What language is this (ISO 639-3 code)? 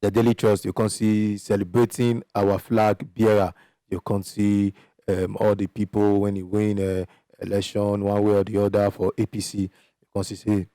pcm